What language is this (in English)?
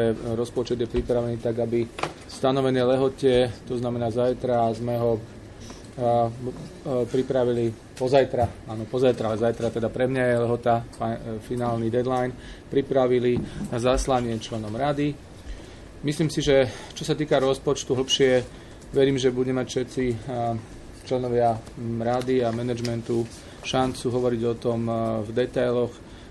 Slovak